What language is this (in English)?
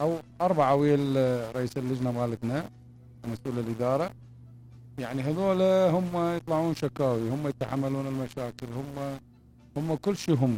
Mesopotamian Arabic